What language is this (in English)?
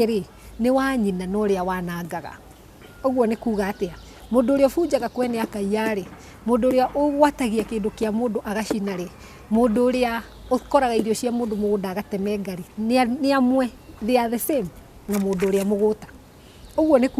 Kikuyu